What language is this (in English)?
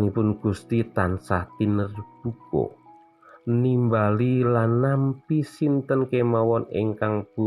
Javanese